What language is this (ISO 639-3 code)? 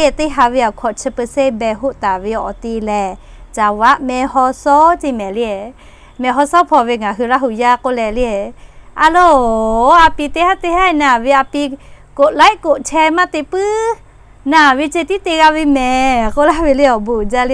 lhu